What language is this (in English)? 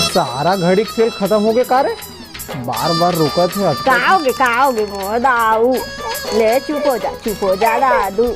Chhattisgarhi